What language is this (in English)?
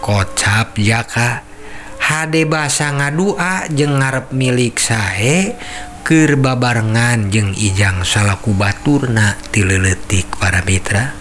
Sundanese